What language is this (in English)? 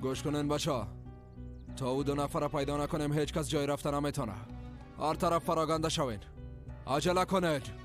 Persian